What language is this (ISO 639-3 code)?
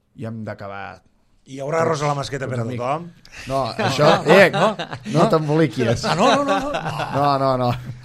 cat